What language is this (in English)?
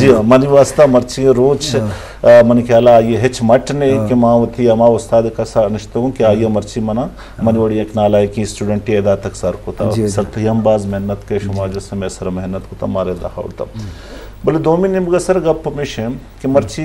Eastern Balochi